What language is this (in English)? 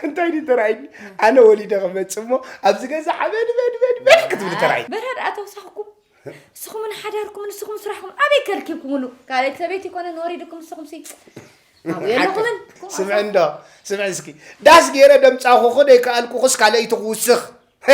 Tigrinya